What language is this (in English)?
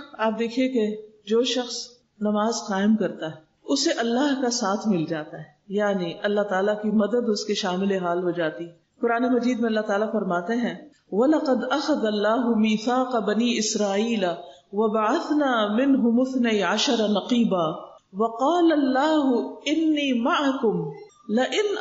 Urdu